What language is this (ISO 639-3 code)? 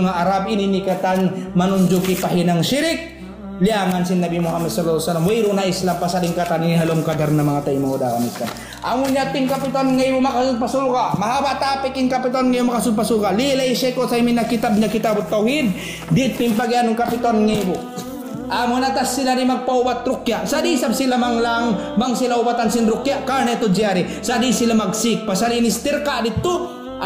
tsg